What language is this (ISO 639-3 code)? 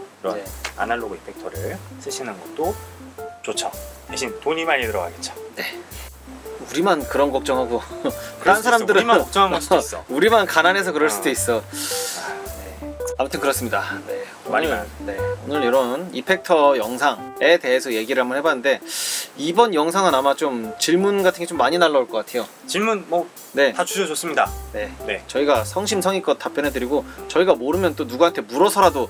kor